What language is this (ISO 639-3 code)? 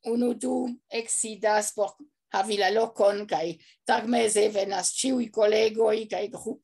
epo